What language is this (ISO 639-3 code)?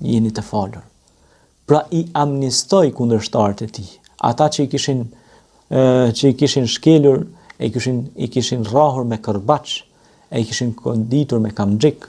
sqi